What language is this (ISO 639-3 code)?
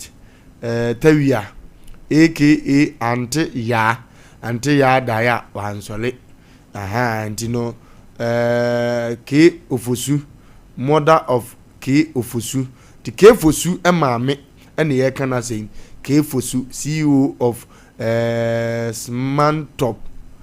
aka